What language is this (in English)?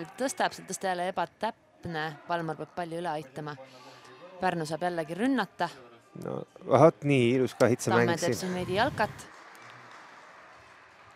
Estonian